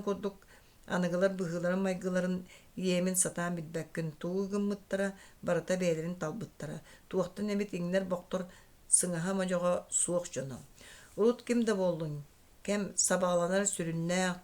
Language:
Yakut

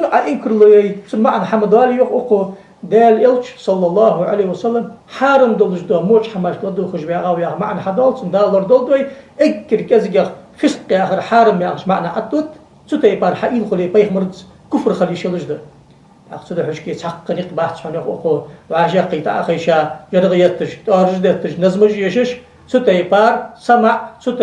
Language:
Ingush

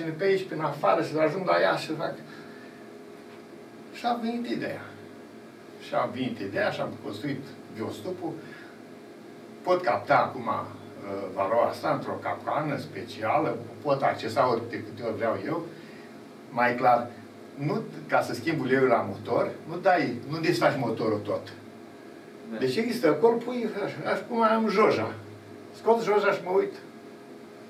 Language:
Romanian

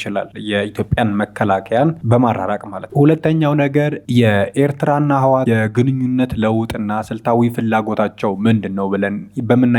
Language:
Amharic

